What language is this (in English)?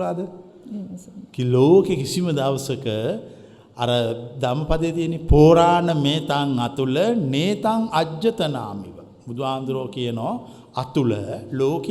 Sinhala